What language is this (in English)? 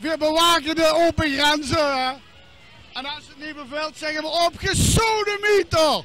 Limburgish